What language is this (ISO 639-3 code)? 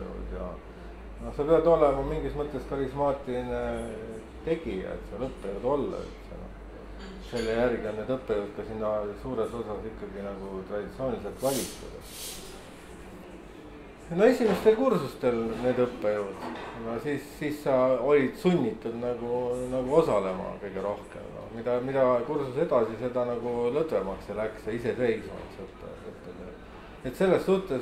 est